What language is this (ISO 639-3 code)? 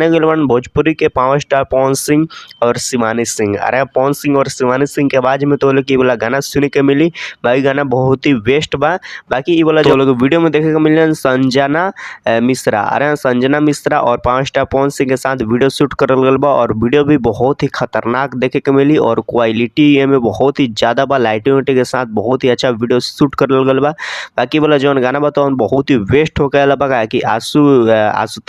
bho